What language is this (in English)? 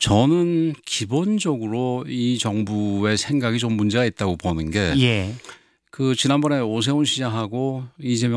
Korean